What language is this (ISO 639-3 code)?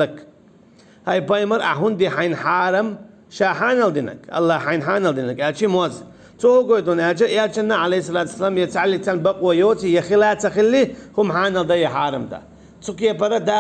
che